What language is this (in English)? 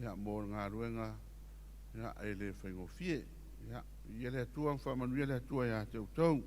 Samoan